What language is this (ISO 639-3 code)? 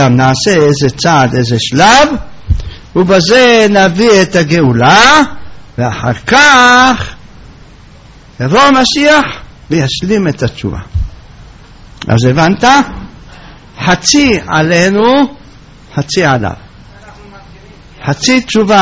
heb